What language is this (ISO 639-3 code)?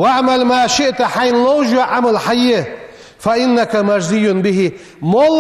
inh